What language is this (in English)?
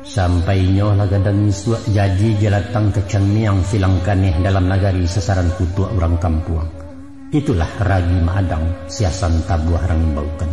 Minangkabau